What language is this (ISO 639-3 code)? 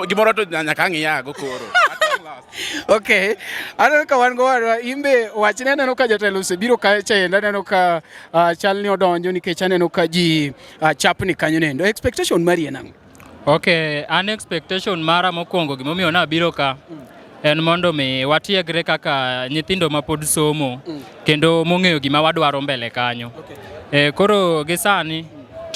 luo